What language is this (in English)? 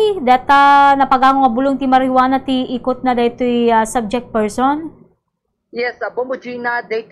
Iloko